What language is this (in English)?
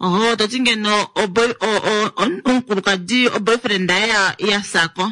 Kuanyama